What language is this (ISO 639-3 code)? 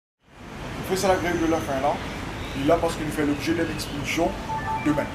mfe